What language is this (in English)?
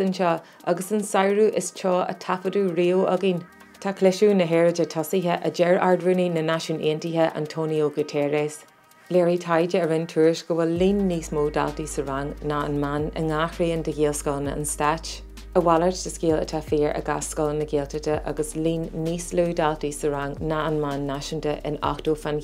Irish